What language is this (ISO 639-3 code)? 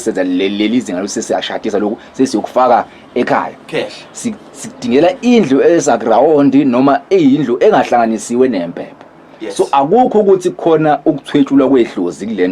zul